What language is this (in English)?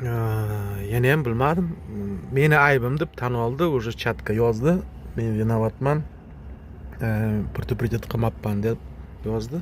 Uzbek